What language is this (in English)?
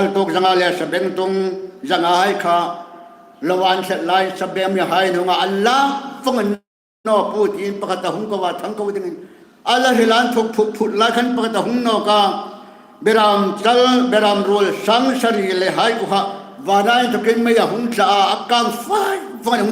Hmar